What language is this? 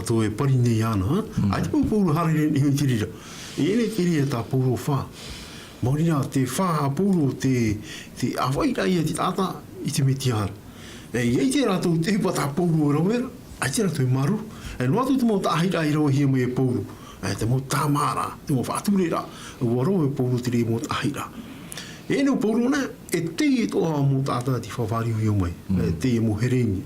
Tahitian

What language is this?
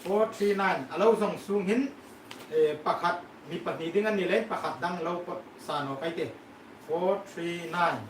Hmar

